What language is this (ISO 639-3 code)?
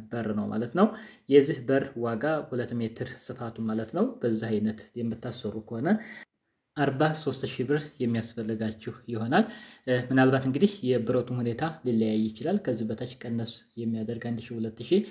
amh